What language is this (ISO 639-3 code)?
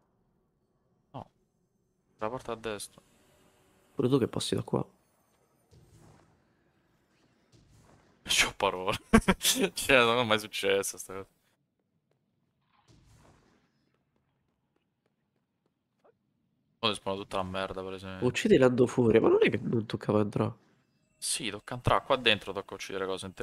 ita